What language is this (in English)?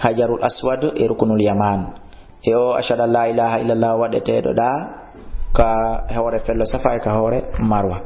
Fula